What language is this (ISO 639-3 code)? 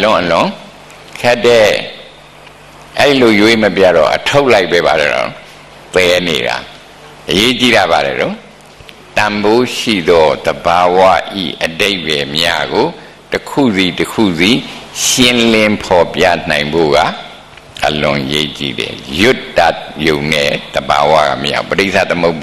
mya